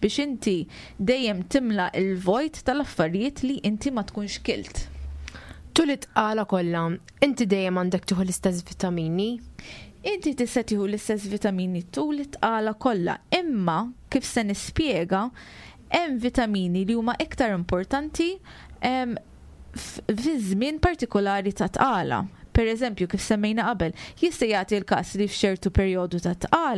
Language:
Maltese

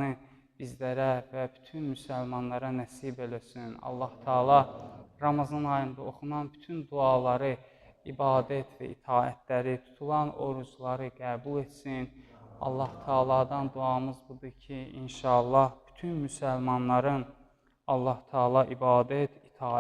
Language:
Azerbaijani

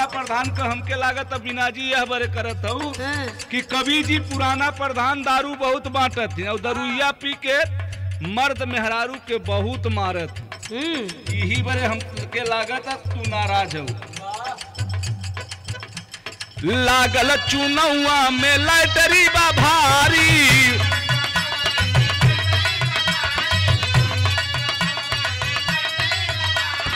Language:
Bhojpuri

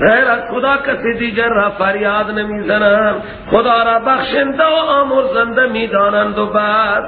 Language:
Persian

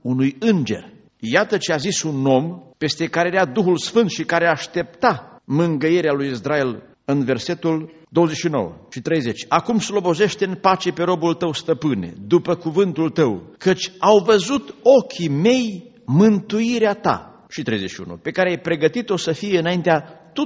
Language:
Romanian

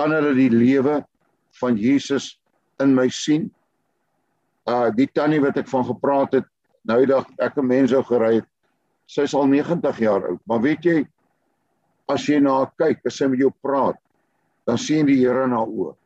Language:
Afrikaans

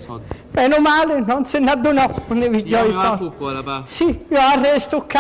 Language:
Sicilian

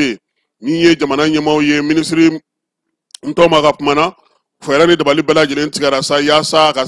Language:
Bambara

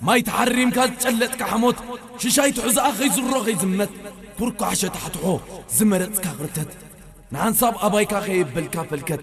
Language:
Tigrinya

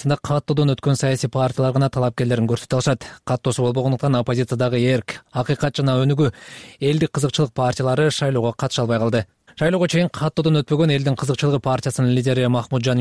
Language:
Kyrgyz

